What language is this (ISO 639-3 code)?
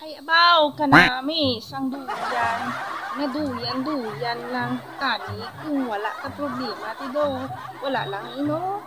hil